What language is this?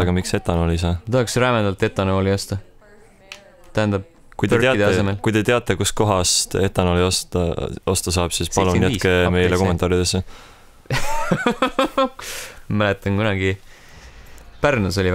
Estonian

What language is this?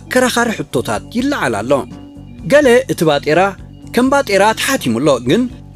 Tigrinya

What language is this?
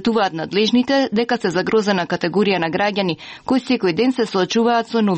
Macedonian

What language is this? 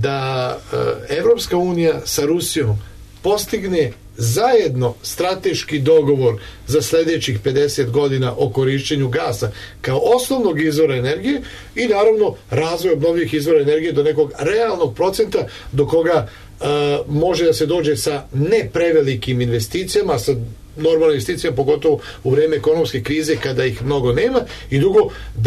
Serbian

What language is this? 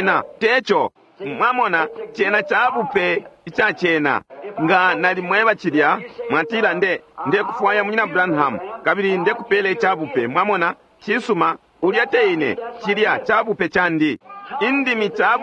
Bemba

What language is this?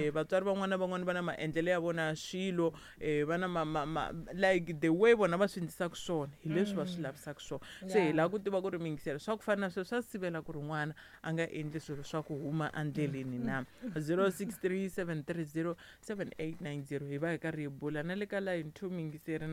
Tsonga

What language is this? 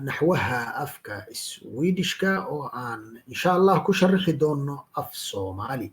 Somali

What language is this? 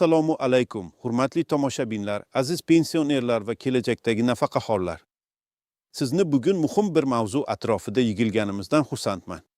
Uzbek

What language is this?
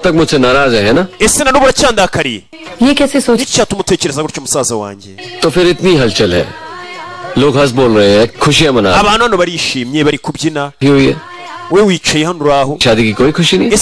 Kinyarwanda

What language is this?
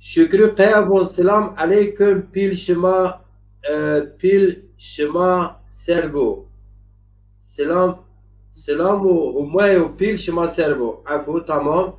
Zaza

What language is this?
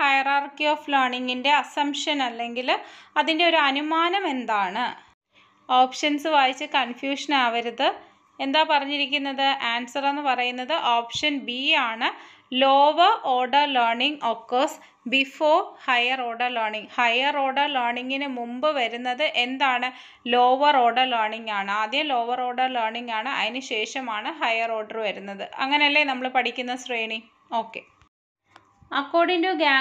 Malayalam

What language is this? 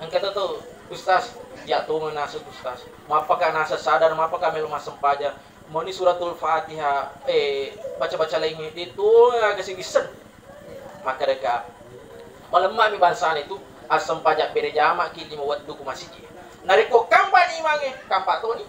Buginese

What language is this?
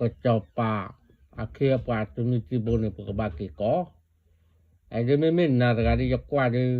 S'gaw Karen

